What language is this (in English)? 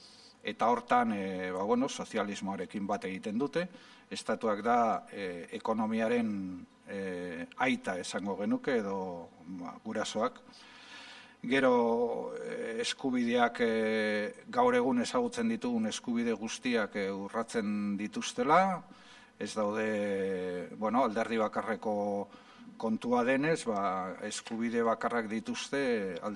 Basque